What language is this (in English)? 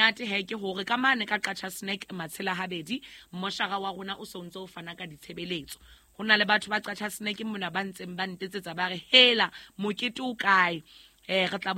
Southern Sotho